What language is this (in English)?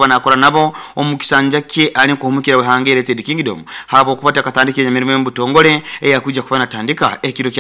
Nyoro